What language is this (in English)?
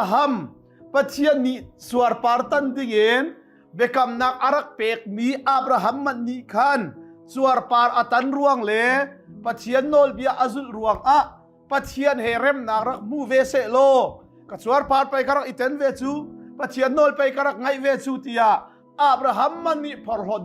Hakha Chin